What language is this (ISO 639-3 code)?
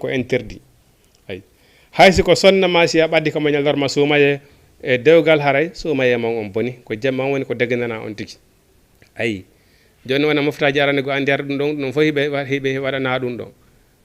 ful